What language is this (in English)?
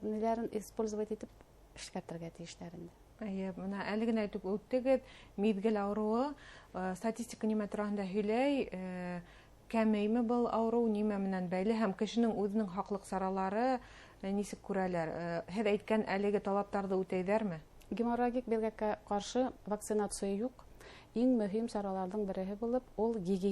Bashkir